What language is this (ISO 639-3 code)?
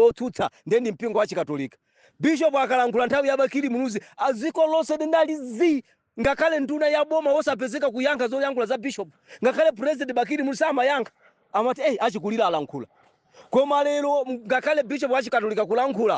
nya